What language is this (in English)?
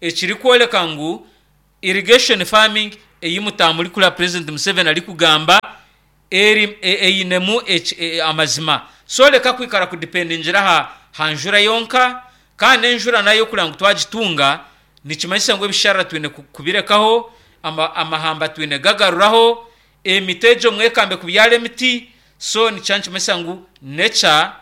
Nyankole